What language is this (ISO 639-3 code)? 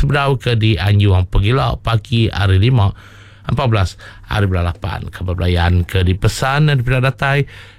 msa